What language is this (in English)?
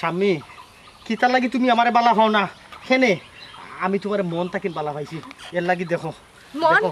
Sylheti